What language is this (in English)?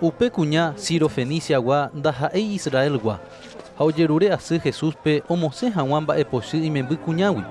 Guarani